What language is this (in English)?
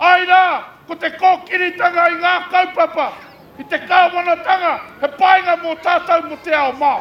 Māori